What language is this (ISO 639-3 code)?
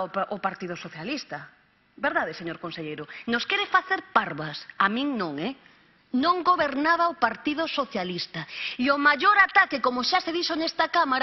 glg